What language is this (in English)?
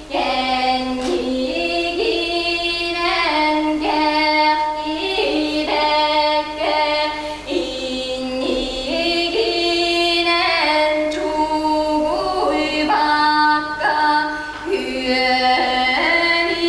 Yakut